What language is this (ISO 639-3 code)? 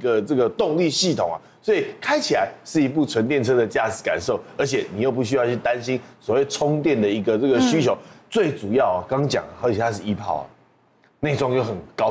zho